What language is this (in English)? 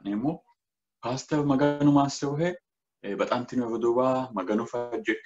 Sidamo